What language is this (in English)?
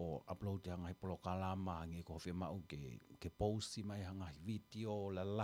Tongan